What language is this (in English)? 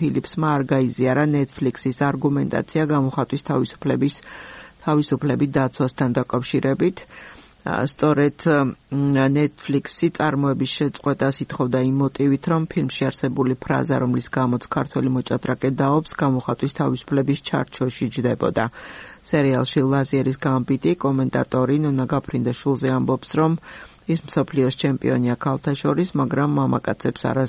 Georgian